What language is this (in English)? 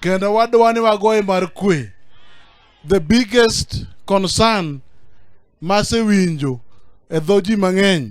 Luo (Kenya and Tanzania)